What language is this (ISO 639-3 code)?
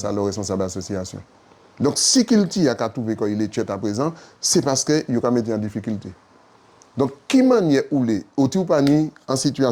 gcf